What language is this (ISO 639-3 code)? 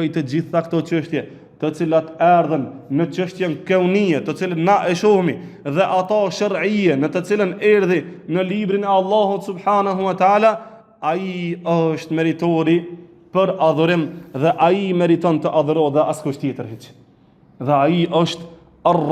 sqi